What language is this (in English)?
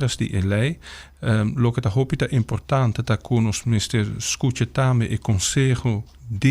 Papiamento